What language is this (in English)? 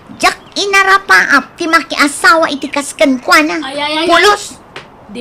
Iloko